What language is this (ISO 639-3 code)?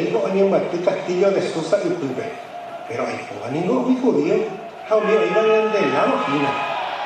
grn